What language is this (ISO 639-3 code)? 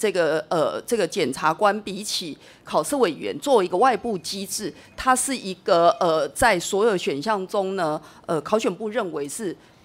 zho